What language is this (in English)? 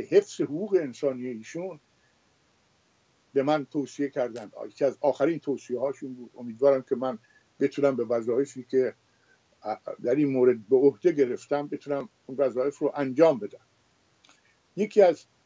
Persian